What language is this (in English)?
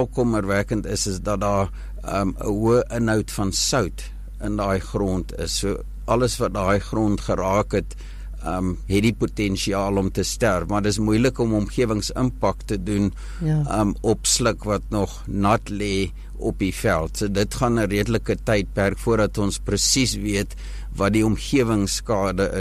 Afrikaans